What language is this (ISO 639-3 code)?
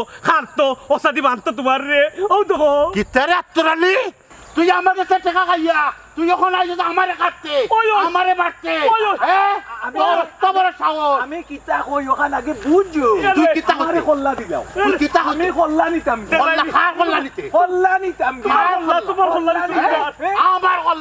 syl